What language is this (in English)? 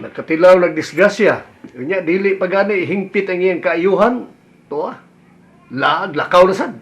Cebuano